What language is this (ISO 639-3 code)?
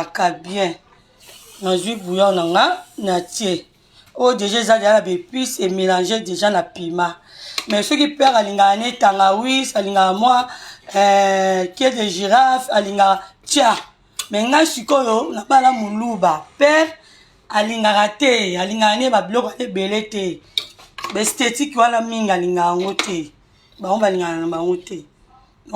lin